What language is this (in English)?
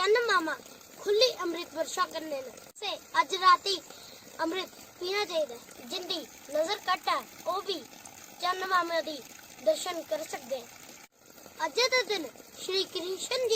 Dogri